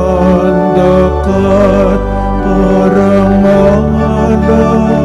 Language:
Pampanga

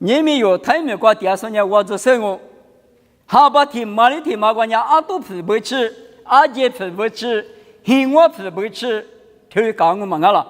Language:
Lisu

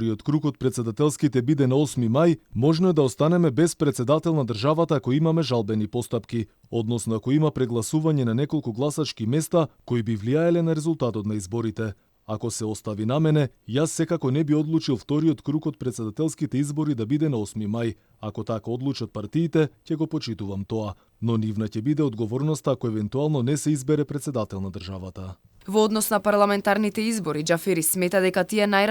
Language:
Macedonian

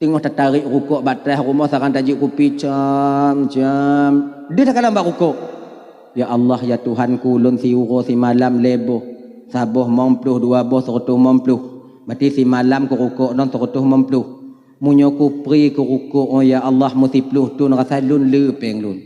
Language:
Achinese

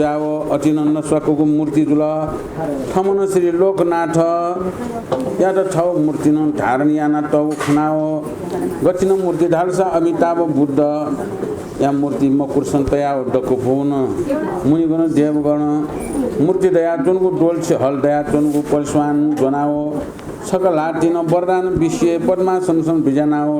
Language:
Newari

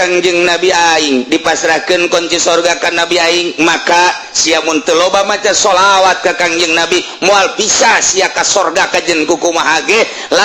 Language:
Sundanese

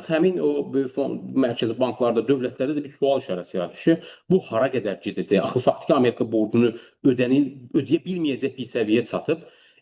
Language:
Azerbaijani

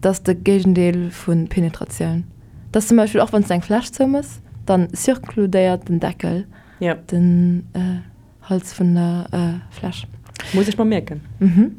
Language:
Luxembourgish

